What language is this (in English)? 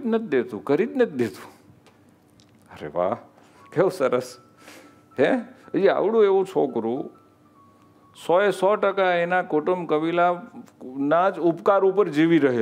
Gujarati